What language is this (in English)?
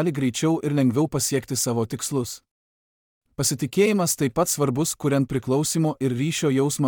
Lithuanian